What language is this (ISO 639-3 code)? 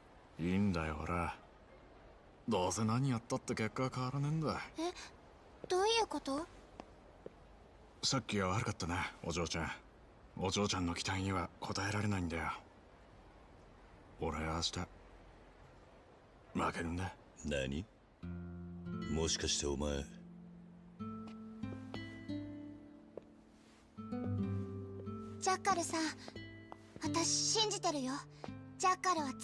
jpn